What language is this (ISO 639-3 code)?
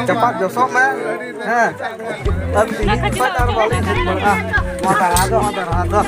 sat